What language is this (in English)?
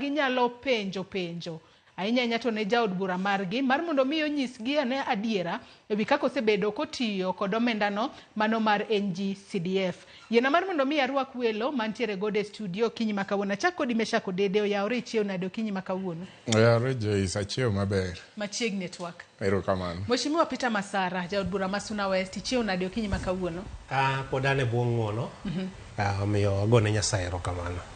Luo (Kenya and Tanzania)